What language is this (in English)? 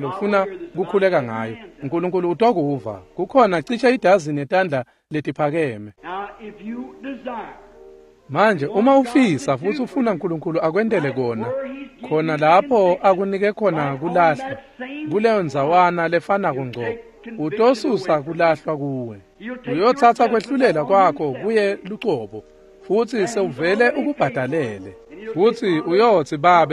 Swati